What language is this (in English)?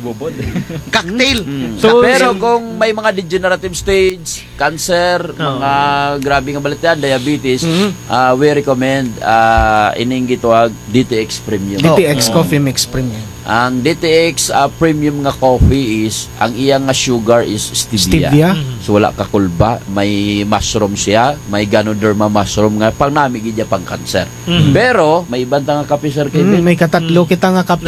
Kinaray-a